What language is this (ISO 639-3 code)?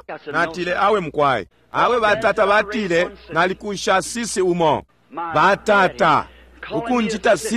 bem